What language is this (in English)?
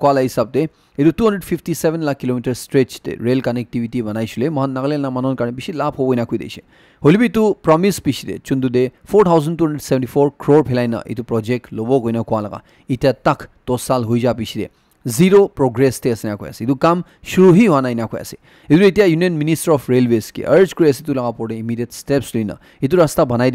Naga Pidgin